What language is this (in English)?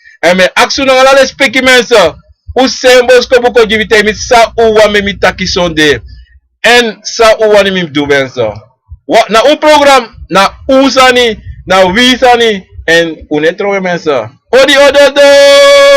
Sranan Tongo